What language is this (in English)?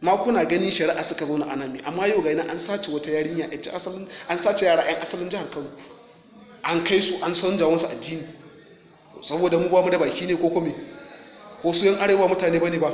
Hausa